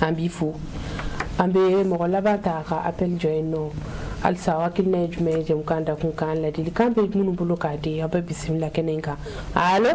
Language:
Bambara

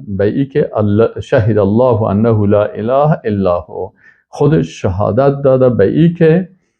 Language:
Persian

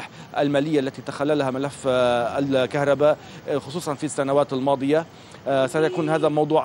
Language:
Arabic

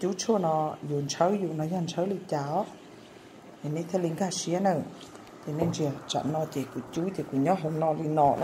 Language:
Hmong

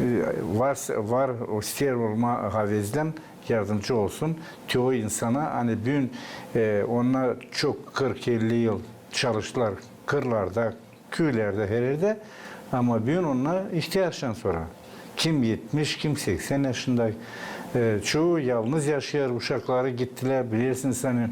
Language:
Gagauz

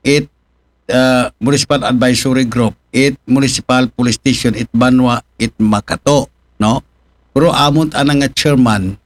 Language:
Aklanon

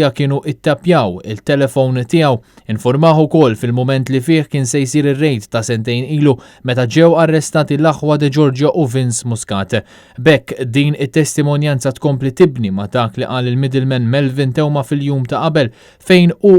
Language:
Maltese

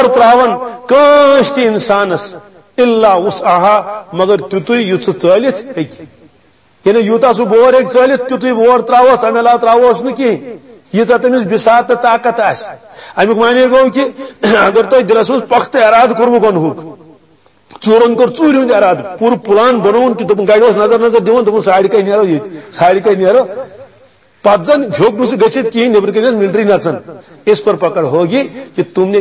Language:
Kashmiri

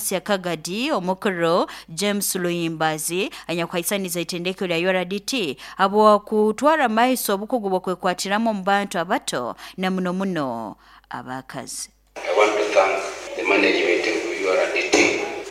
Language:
Nyoro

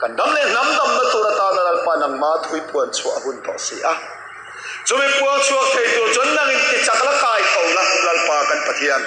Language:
Mizo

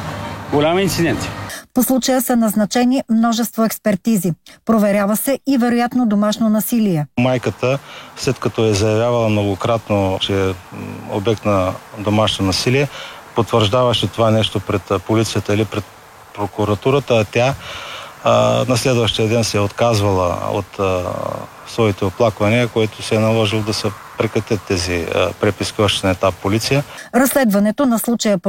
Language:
Bulgarian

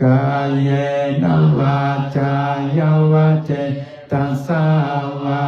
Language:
Pali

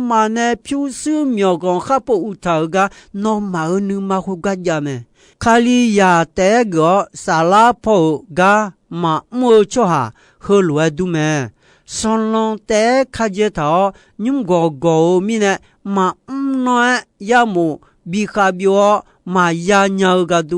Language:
Akha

